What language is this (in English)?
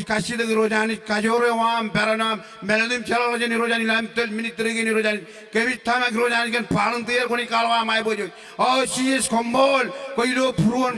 Marshallese